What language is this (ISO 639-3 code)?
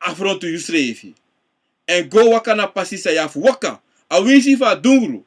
srn